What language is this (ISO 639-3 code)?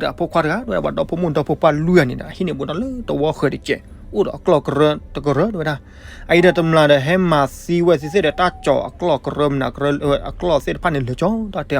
ksw